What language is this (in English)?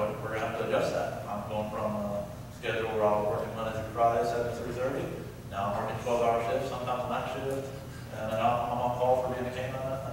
English